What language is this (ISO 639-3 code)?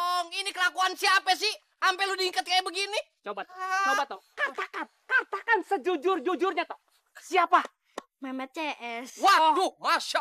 bew